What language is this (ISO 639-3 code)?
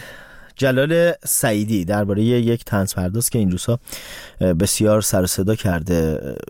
fas